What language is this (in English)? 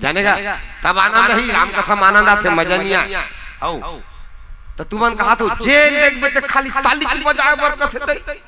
Chhattisgarhi